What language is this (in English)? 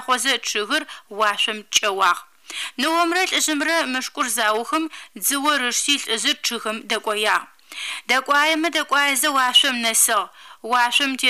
Adyghe